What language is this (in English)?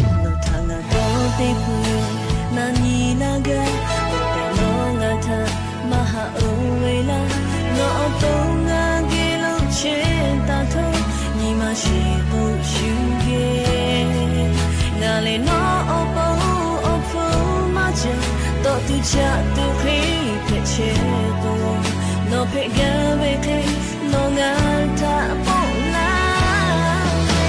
Lahu